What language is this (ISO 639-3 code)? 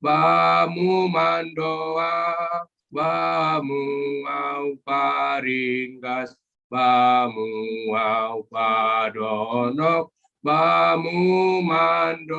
bts